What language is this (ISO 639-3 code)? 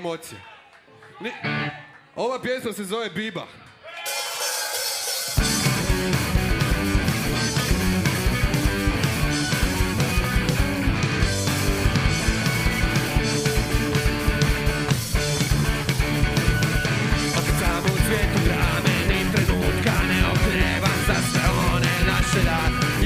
hrv